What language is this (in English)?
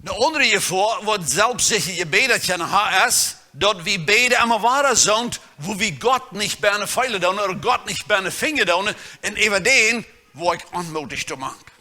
Plautdietsch